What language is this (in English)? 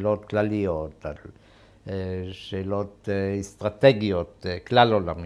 Hebrew